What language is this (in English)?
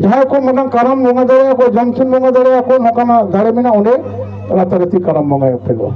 Santali